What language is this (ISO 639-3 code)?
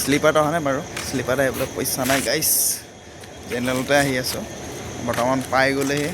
asm